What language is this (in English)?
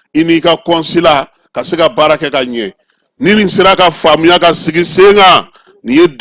Bambara